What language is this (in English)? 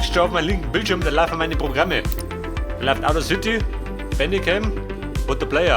Bavarian